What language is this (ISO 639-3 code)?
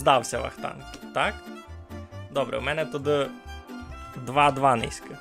rue